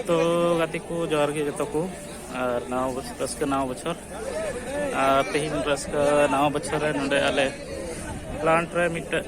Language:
Santali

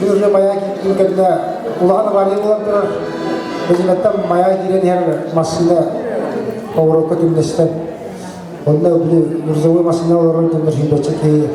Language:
Yakut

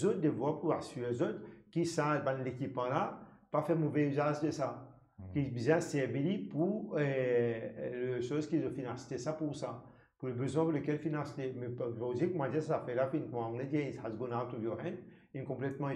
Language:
Morisyen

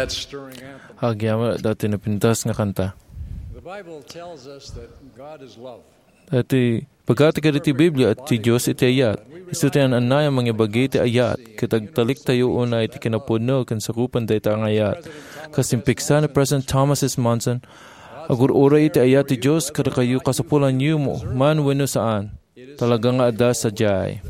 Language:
Iloko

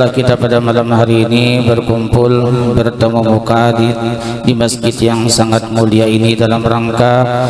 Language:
Banjar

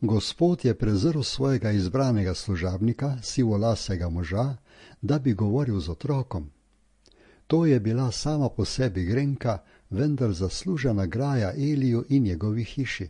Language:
Slovenian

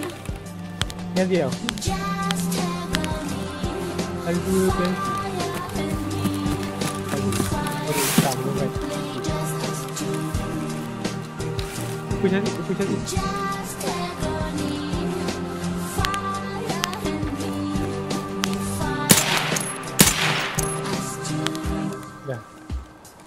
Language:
Malay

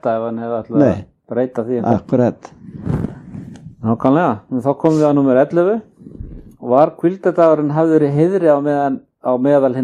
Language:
Icelandic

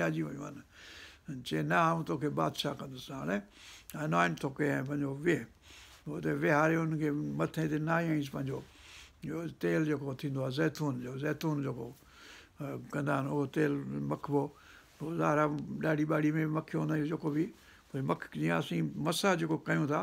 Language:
Sindhi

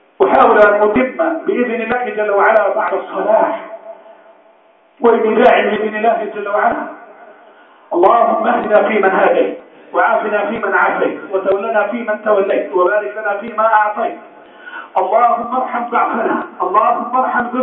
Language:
Arabic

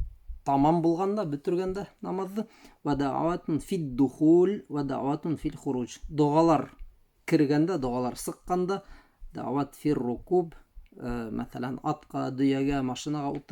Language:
Bashkir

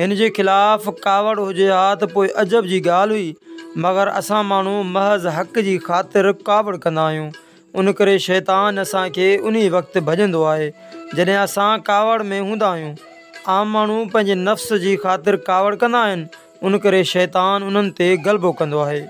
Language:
Sindhi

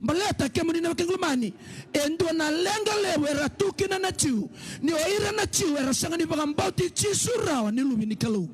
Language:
Fijian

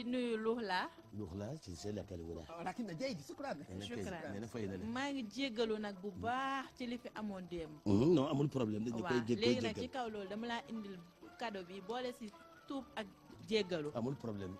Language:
Wolof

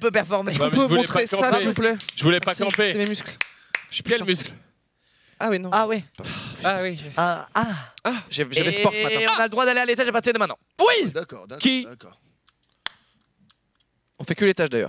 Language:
French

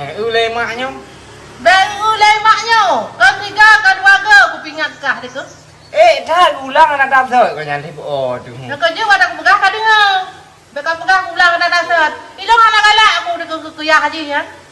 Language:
Achinese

